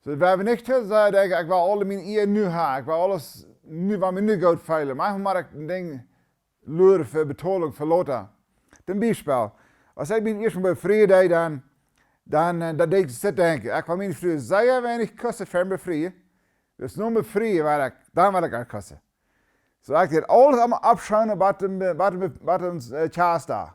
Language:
Plautdietsch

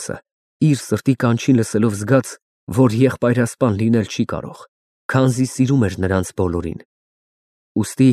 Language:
Armenian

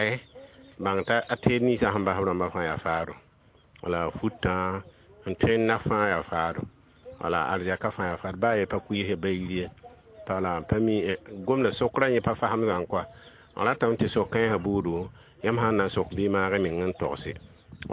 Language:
Mossi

